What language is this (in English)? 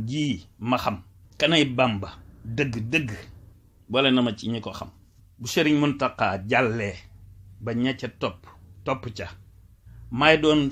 Wolof